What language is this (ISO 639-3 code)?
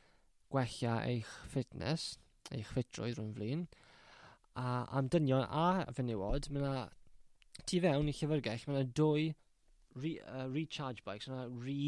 cym